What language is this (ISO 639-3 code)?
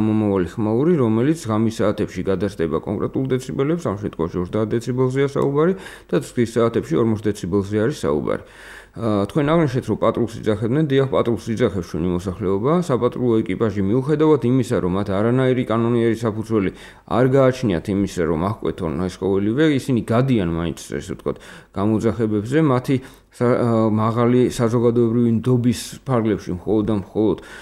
kat